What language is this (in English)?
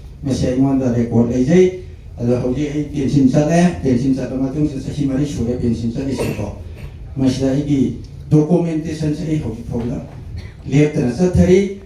Manipuri